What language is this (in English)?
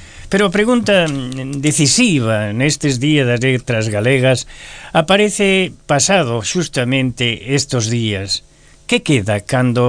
Galician